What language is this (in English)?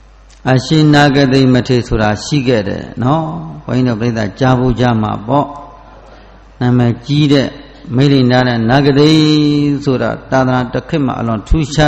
Burmese